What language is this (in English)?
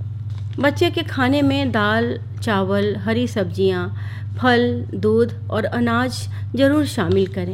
Hindi